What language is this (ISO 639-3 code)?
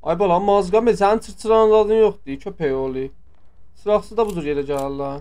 azb